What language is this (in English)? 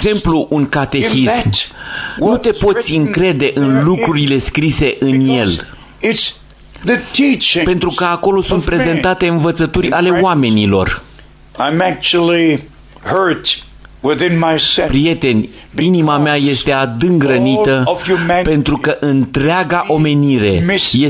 Romanian